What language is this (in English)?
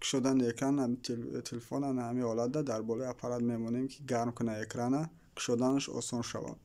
Tajik